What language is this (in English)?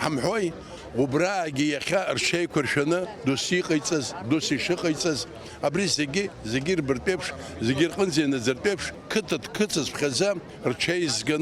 Abkhazian